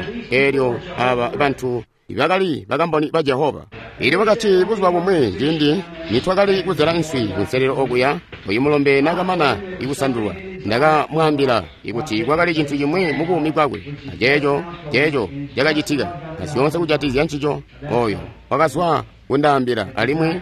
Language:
Tonga (Zambia)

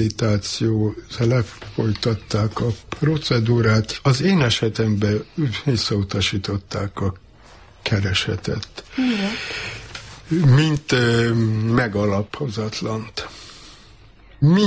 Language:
Hungarian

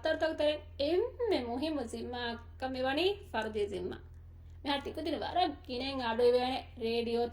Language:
Divehi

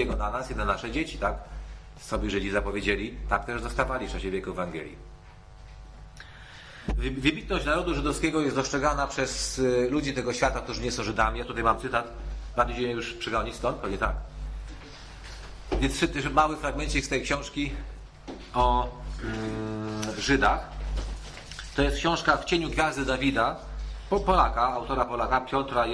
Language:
Polish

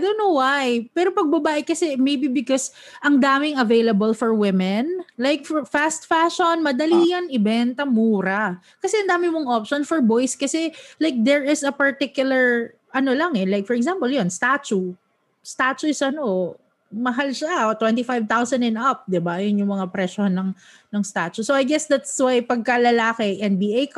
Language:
Filipino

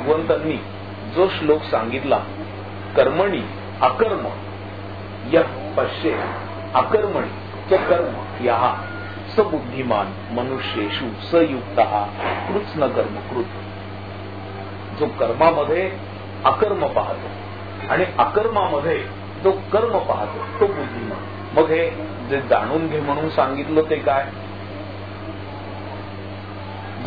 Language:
Marathi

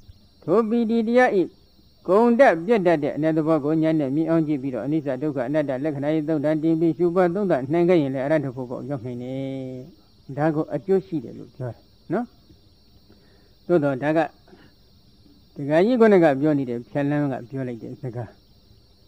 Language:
Burmese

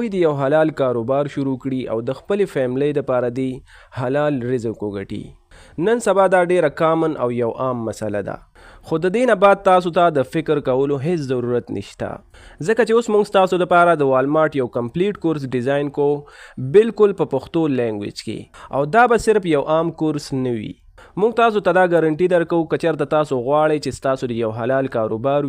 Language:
Pashto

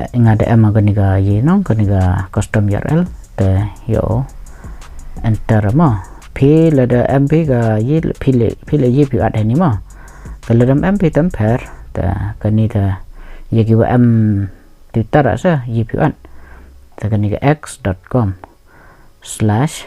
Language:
Khasi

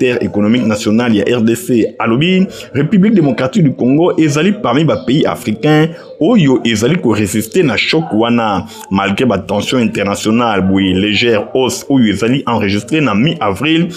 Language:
Lingala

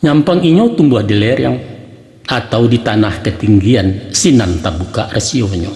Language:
Minangkabau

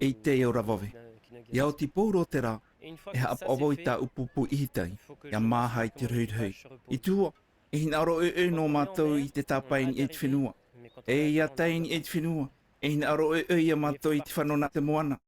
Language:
Tahitian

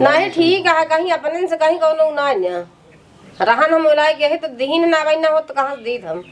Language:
Awadhi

